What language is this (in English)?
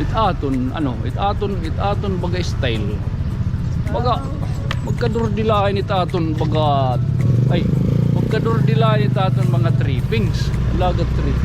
Waray